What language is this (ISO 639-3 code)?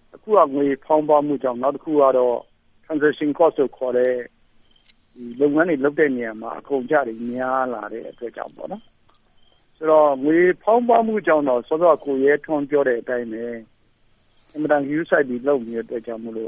mya